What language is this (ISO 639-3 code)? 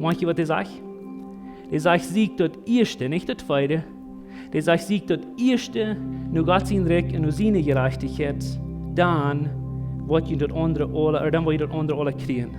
pdt